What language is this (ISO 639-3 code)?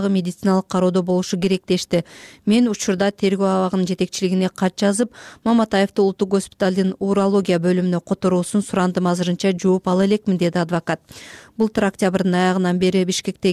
kir